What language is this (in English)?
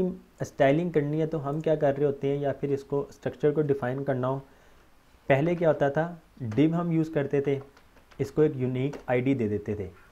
Hindi